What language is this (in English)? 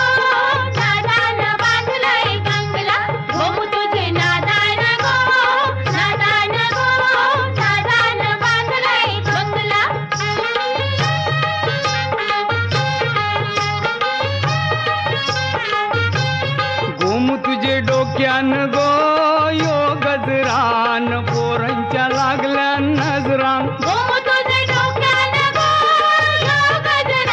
Marathi